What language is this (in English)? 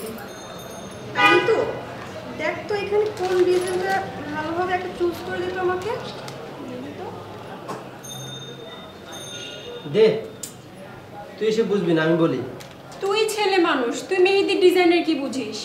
Bangla